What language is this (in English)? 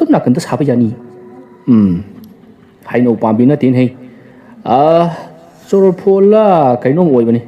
Manipuri